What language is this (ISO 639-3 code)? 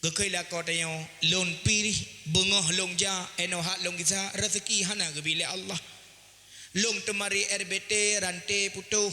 ace